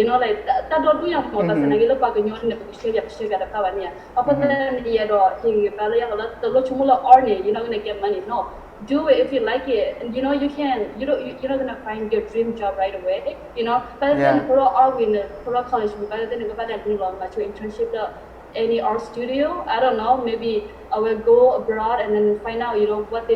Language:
S'gaw Karen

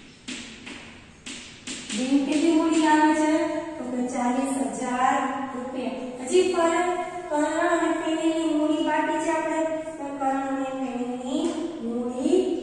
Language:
Gujarati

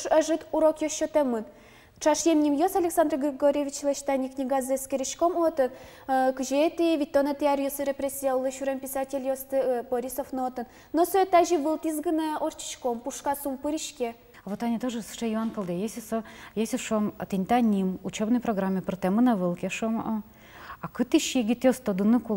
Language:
Udmurt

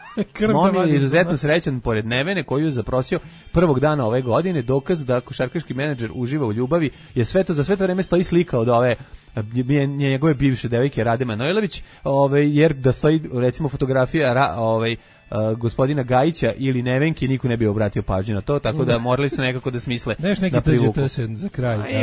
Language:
Serbian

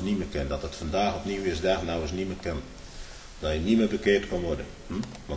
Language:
Dutch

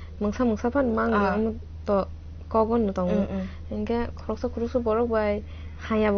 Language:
Kok Borok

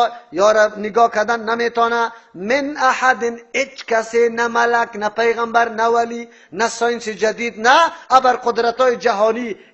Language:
Persian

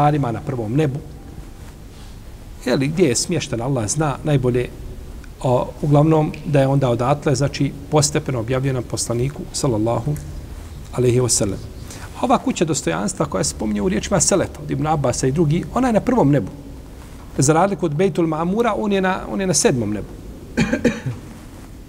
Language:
Bosnian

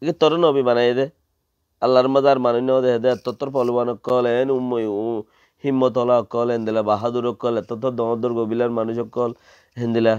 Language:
Rohingya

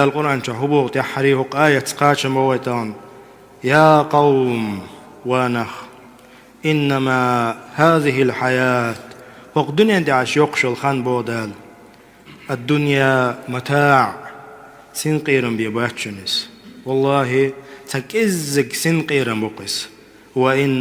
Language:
Chechen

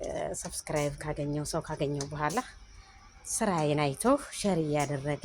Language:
Amharic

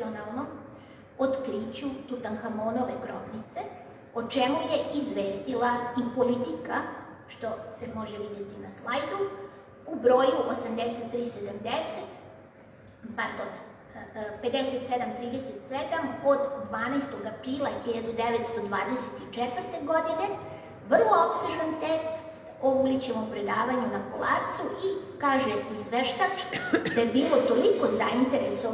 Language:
Serbian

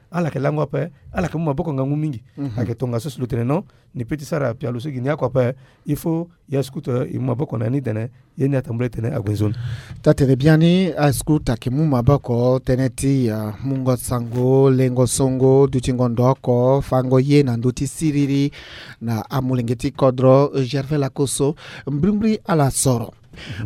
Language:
Sango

